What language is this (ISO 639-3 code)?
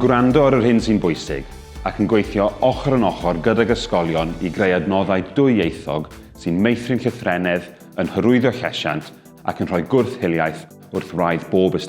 cym